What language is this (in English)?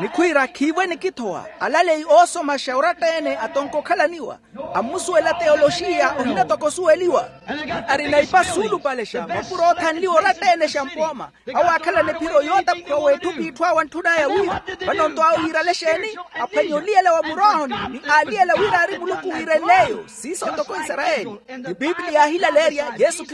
Makhuwa